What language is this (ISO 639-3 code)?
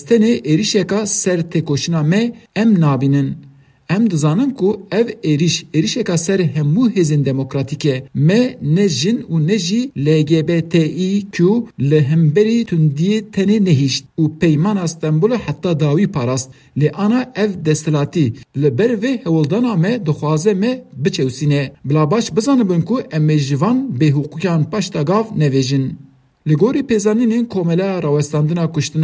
kur